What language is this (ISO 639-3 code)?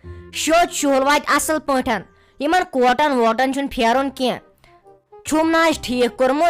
kas